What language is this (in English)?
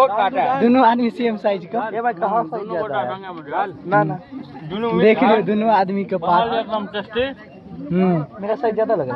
Maithili